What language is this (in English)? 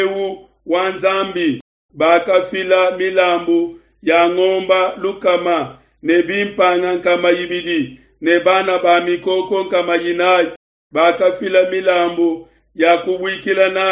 Luba-Lulua